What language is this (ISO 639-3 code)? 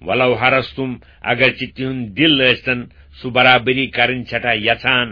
kas